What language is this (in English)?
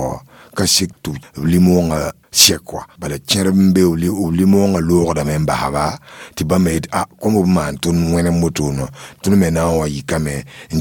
Mossi